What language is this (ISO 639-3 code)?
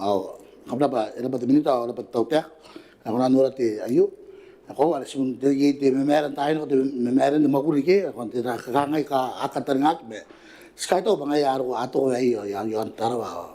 gil